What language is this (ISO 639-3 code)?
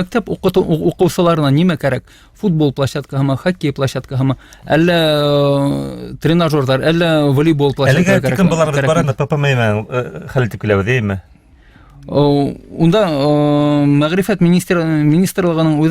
bak